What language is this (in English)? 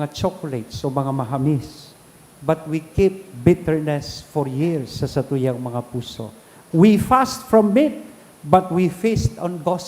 Bikol